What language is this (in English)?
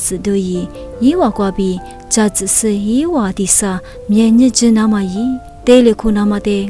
Lisu